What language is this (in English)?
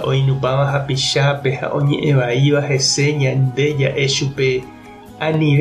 Guarani